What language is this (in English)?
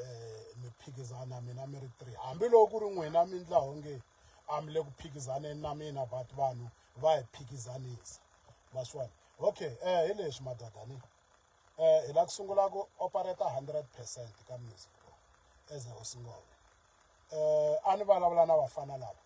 Tsonga